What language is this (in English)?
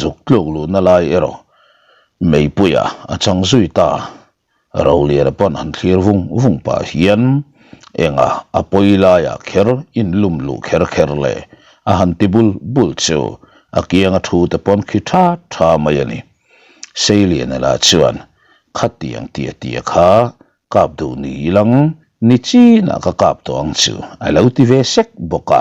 Mizo